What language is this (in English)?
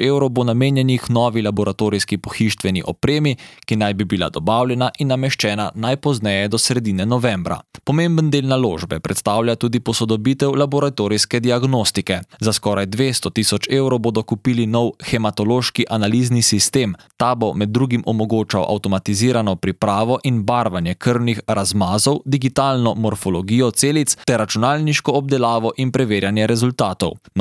Slovenian